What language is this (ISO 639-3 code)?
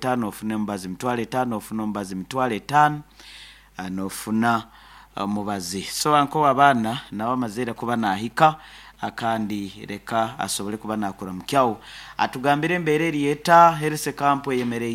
nyn